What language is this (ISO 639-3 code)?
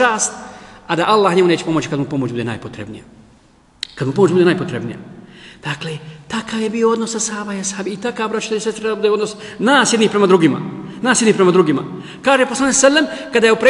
bos